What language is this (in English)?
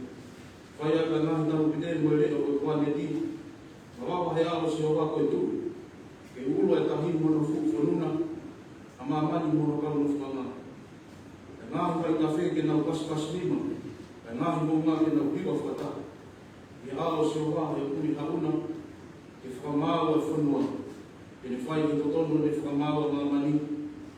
Tongan